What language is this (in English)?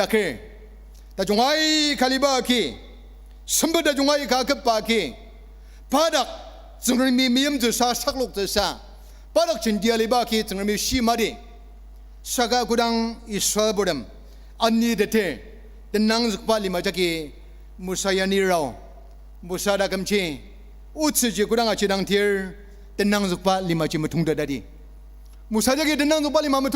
Ao Naga